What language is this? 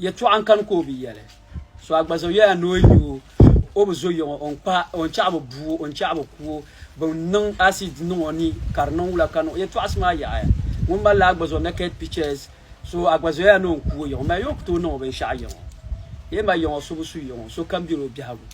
Dagbani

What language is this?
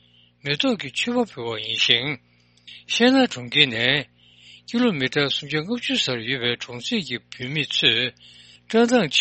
Tibetan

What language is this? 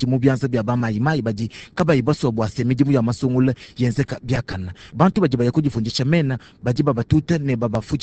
Luba-Lulua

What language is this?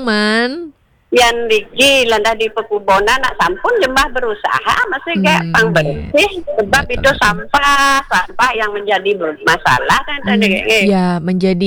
Balinese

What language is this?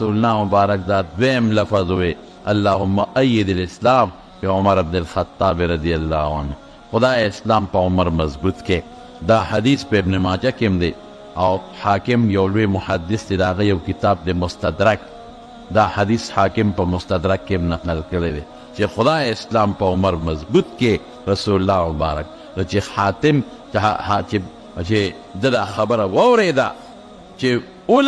Pashto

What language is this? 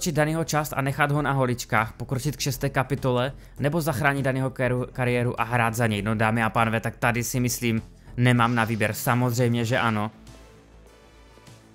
Czech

